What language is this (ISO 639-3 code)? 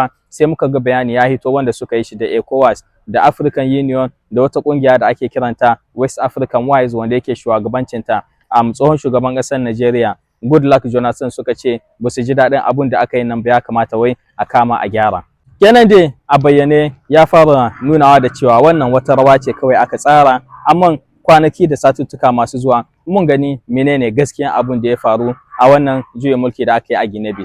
hau